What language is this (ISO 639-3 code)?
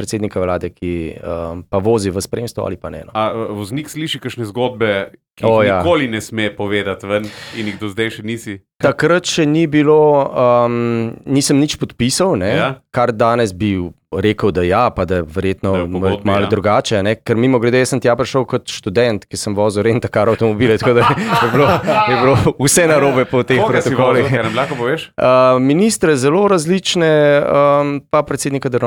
slv